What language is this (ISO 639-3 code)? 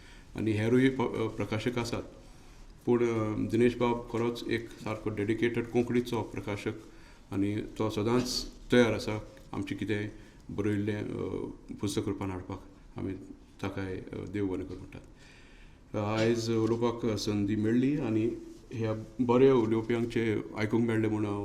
kok